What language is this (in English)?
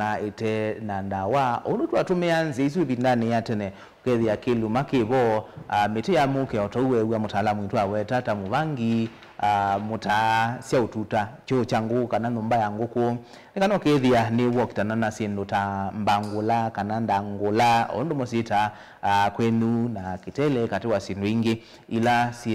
Kamba